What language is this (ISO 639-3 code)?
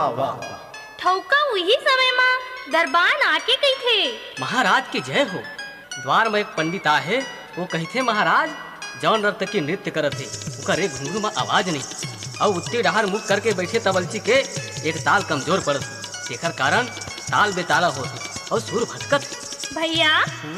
hne